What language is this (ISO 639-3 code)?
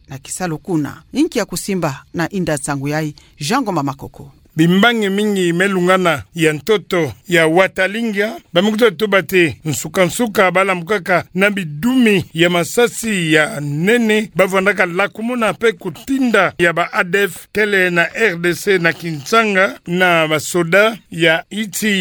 ktu